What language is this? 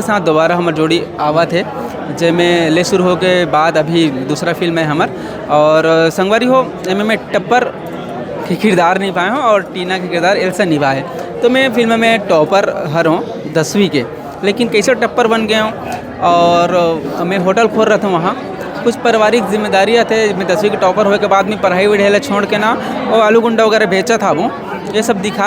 Chhattisgarhi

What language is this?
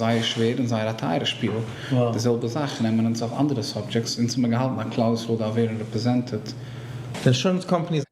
Yiddish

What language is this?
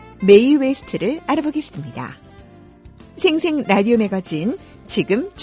Korean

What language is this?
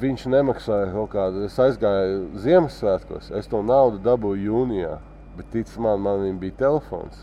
Latvian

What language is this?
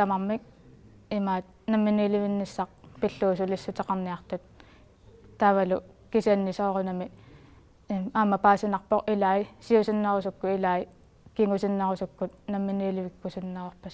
Kalaallisut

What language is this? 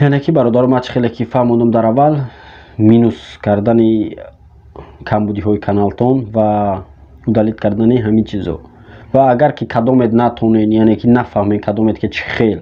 Tajik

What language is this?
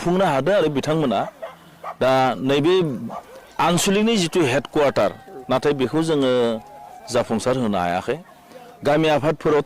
Bodo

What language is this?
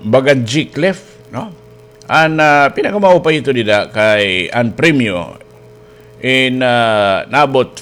Waray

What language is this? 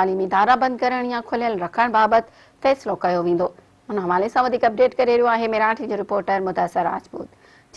Sindhi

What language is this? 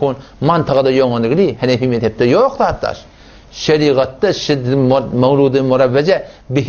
Turkmen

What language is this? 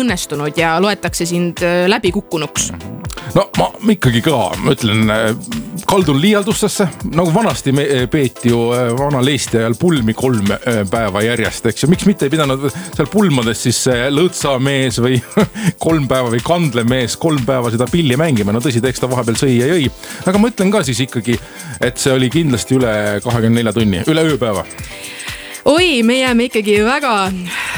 Estonian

